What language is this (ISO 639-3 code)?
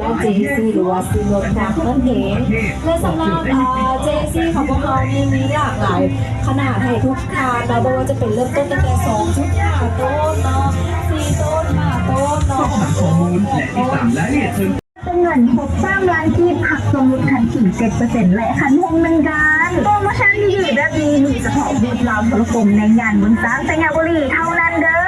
lao